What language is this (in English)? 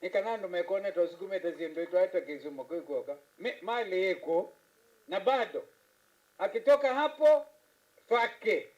Kamba